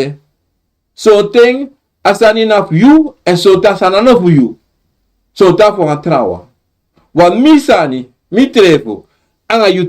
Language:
Sranan Tongo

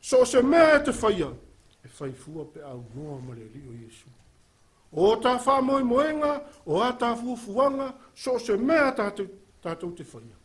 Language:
Samoan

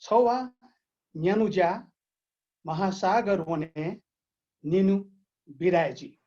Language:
Newari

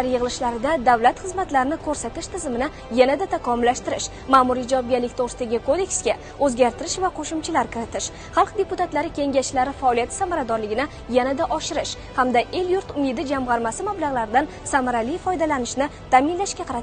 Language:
Uzbek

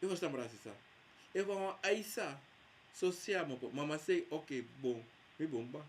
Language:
Sranan Tongo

